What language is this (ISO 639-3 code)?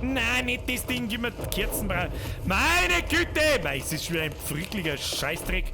bar